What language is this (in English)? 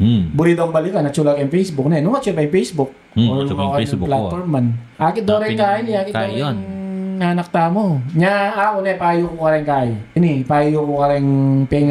Pampanga